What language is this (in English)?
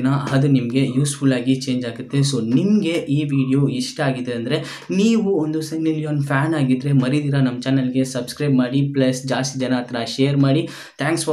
Kannada